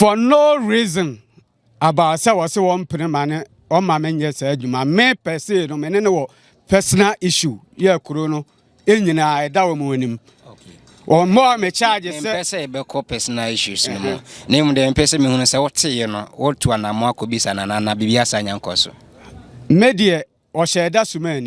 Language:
Akan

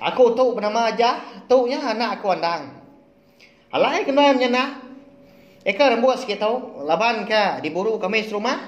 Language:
Iban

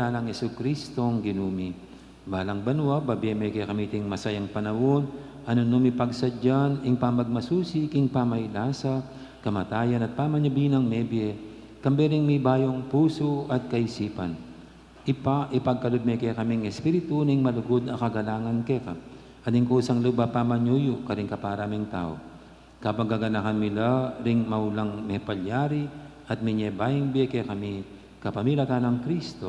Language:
Pampanga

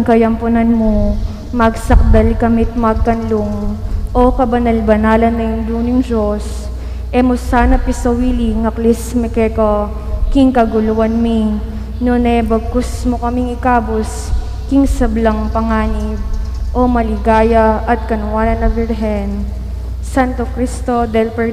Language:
Pampanga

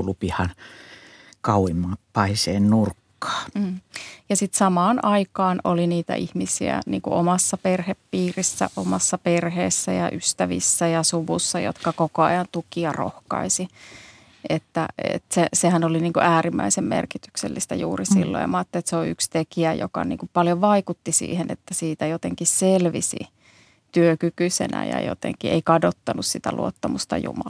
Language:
Finnish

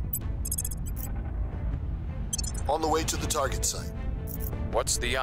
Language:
German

